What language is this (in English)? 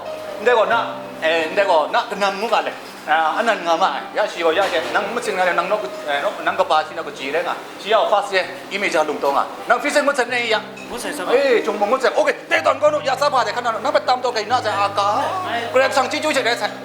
Kachin